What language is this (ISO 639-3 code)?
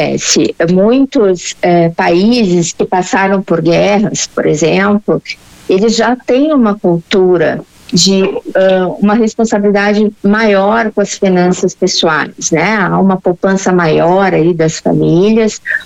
por